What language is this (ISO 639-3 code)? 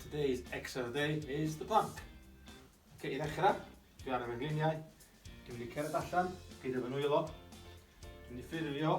cym